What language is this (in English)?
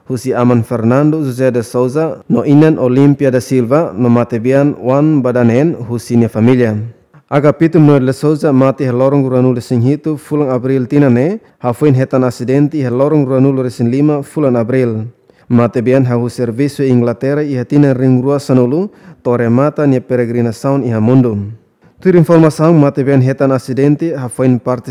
Tetum